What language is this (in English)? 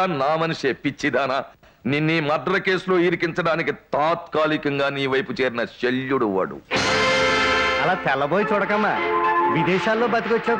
Telugu